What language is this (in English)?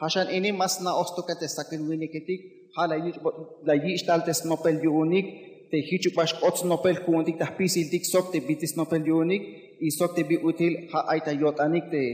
Tzeltal